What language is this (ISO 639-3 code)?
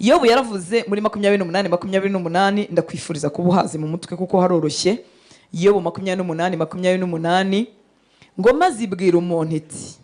kin